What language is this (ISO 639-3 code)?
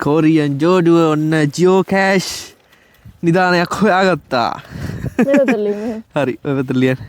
sin